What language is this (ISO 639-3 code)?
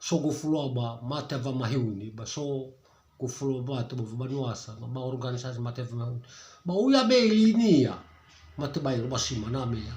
nia